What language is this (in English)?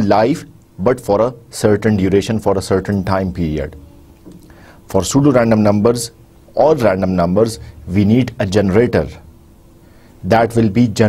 Urdu